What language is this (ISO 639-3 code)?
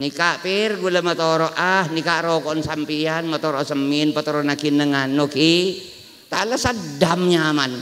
mad